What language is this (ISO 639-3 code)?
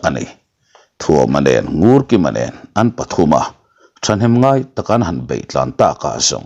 lus